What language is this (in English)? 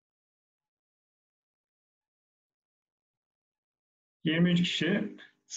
Turkish